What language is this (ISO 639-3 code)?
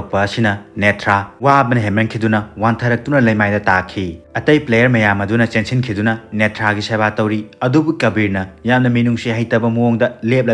mni